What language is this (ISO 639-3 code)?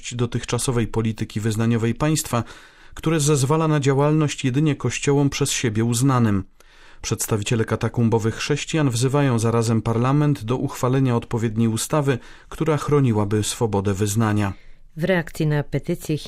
pol